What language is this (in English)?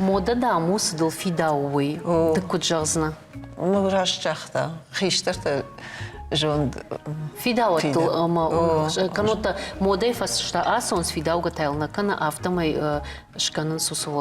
Ossetic